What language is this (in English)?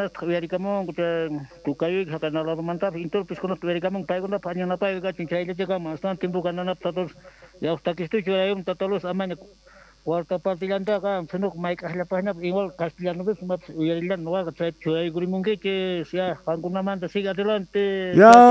South Bolivian Quechua